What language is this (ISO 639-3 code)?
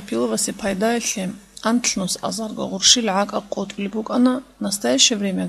ava